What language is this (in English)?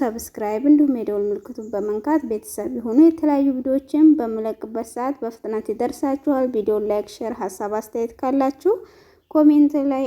Amharic